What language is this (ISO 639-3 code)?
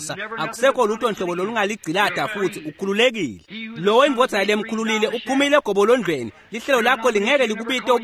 ssw